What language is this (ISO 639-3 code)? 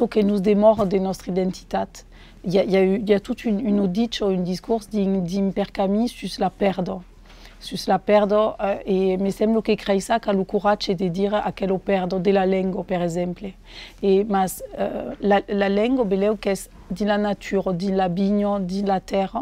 oci